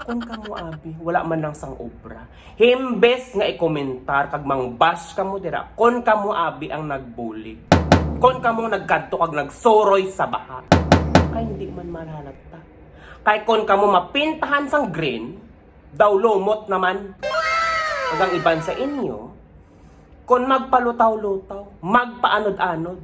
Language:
Hiligaynon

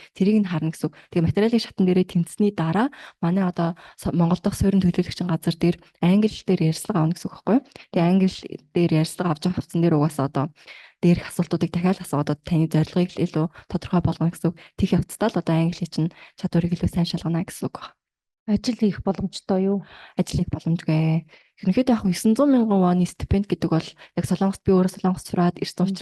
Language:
Mongolian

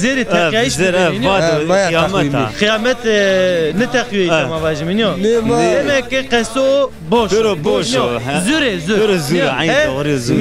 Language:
Zaza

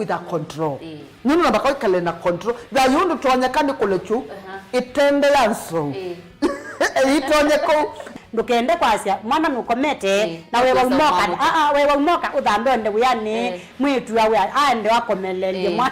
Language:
Kamba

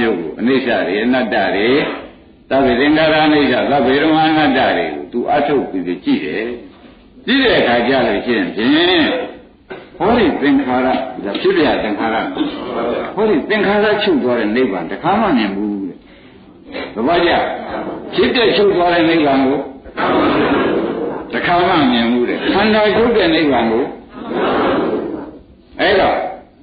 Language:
Burmese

